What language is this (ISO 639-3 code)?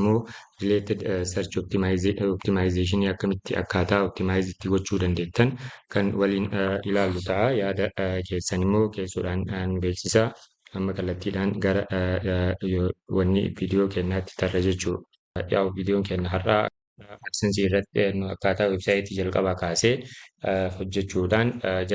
orm